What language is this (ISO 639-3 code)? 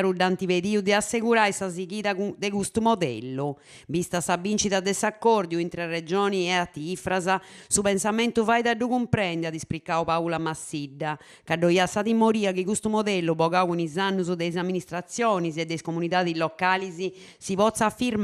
srd